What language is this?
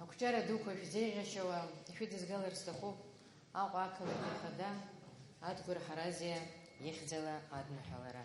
Abkhazian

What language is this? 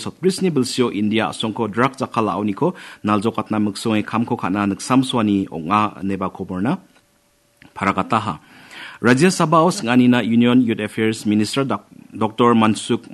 Garo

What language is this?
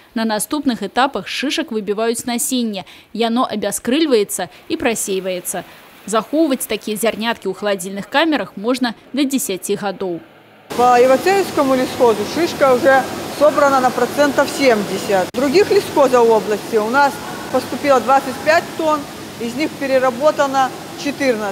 Belarusian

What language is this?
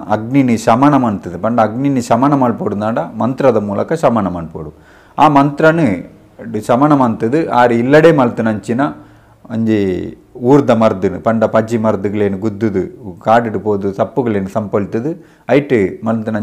Tulu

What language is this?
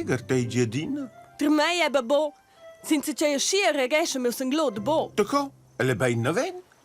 Romansh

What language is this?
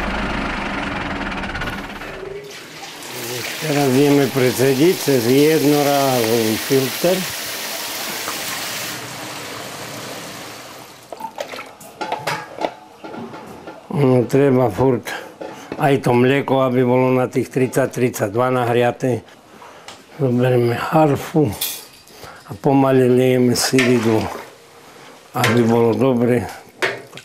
Slovak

